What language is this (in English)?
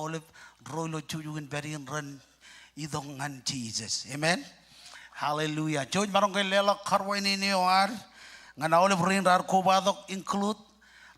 Marshallese